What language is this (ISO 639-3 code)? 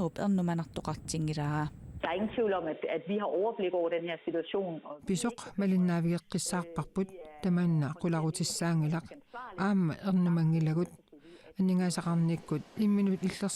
kal